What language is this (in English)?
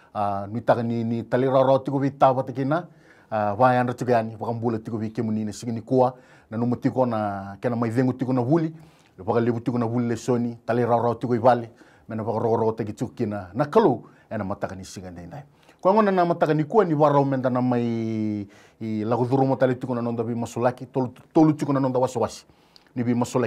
Fijian